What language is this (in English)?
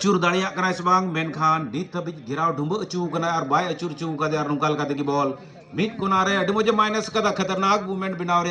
Santali